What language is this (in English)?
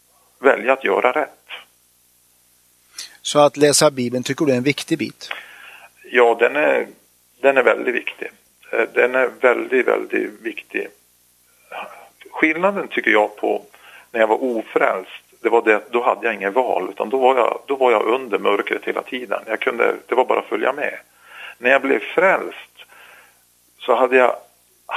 Swedish